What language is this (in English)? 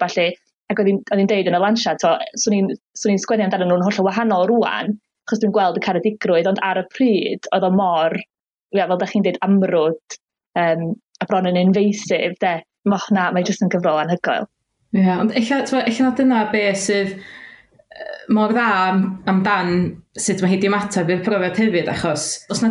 Welsh